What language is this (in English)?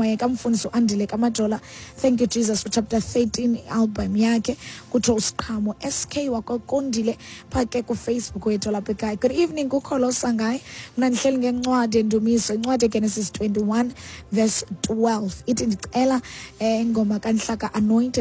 Xhosa